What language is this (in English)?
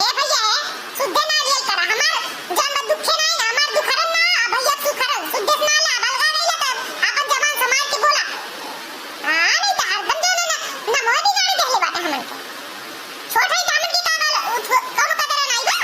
Awadhi